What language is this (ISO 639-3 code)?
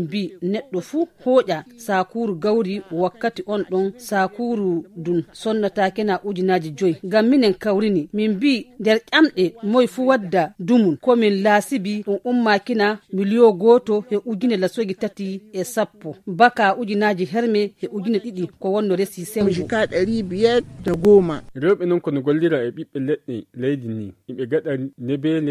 fuv